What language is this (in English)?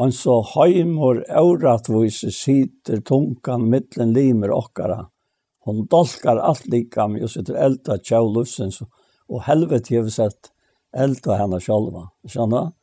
Faroese